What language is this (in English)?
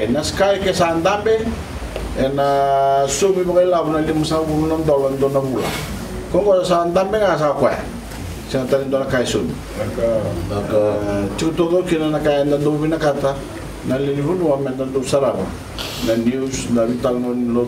Fijian